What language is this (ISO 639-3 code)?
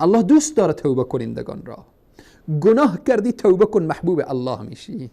fas